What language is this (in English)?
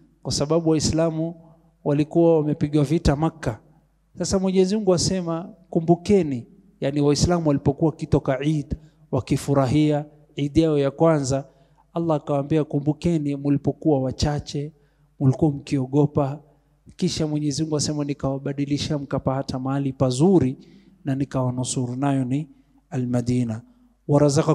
Swahili